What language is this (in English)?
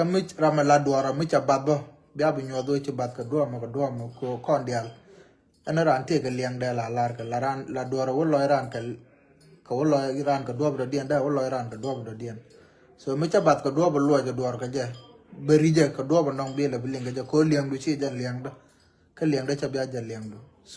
Nuer